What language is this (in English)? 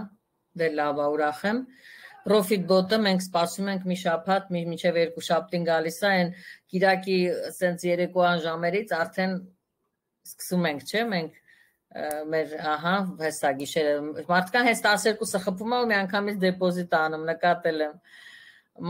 Armenian